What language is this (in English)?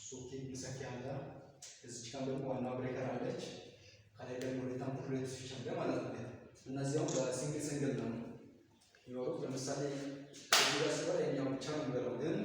Amharic